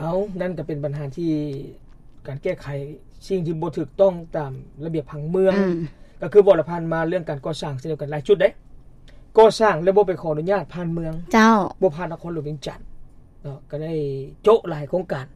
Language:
Lao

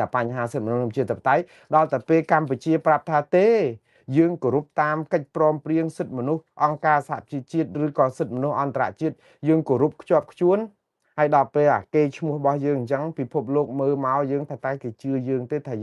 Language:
Khmer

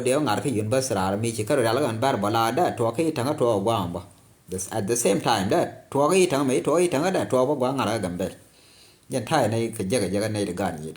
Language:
Nuer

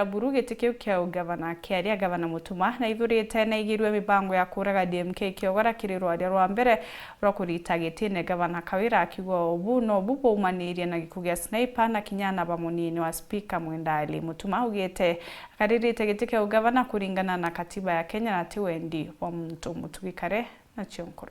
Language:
Meru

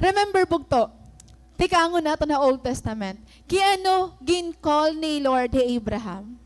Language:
Waray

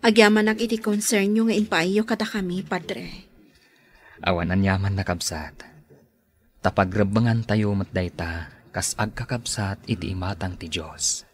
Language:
Iloko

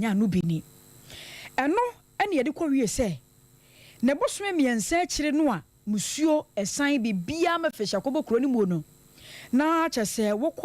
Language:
Akan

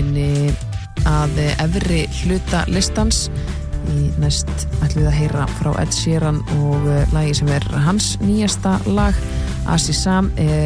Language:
Icelandic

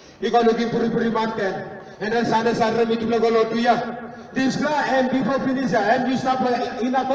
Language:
Tok Pisin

